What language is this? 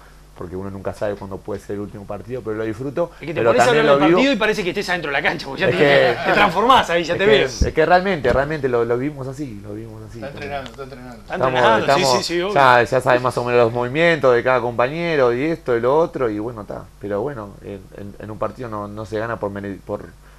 Spanish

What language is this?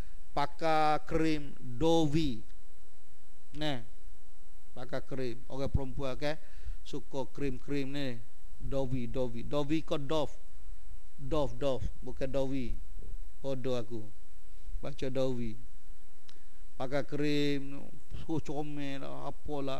Malay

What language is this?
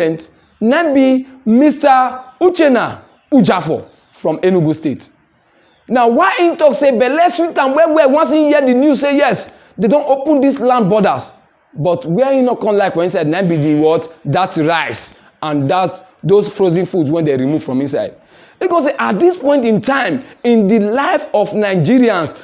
Nigerian Pidgin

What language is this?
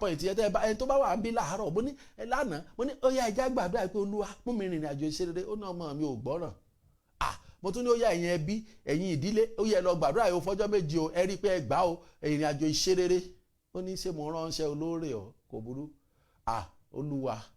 Yoruba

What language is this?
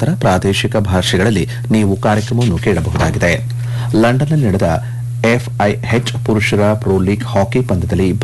Kannada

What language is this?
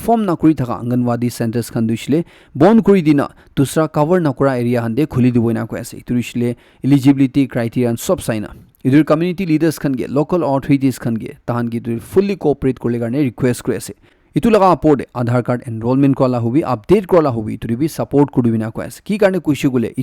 Naga Pidgin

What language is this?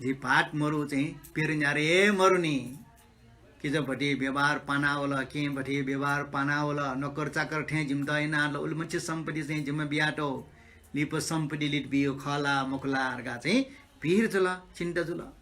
Newari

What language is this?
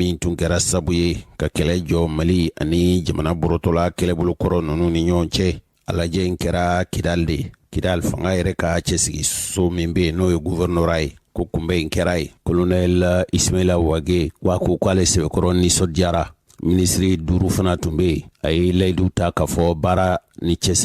Bambara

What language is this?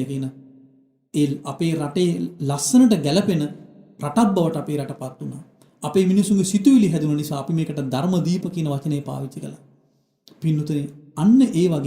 Sinhala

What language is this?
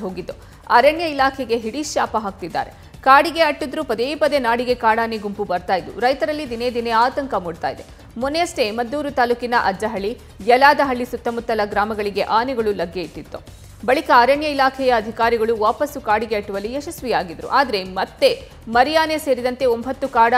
Kannada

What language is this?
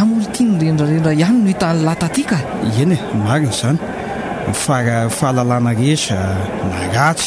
Malagasy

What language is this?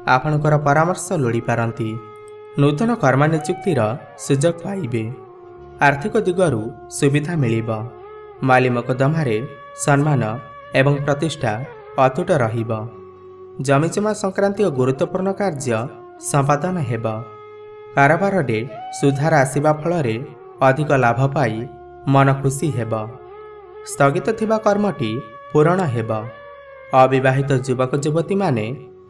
Odia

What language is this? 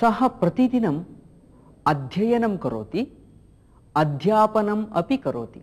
Sanskrit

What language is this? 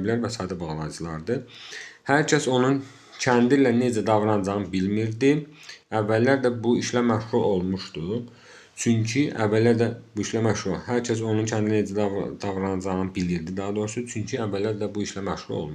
Azerbaijani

